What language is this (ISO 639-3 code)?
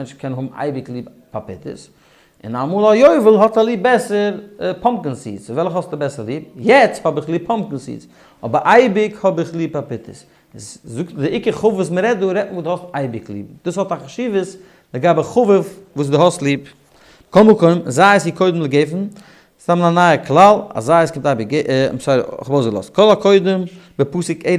yid